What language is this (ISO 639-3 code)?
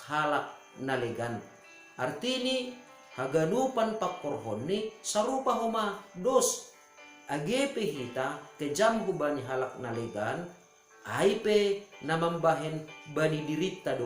bts